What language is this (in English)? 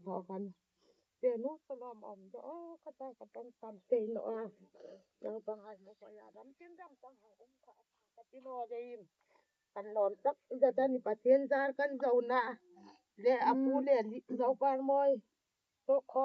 Hmar